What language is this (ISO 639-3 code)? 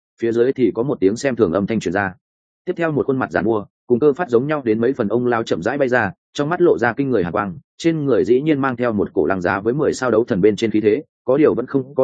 vie